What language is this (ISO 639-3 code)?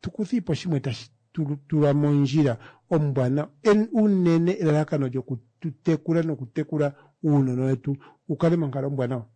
kua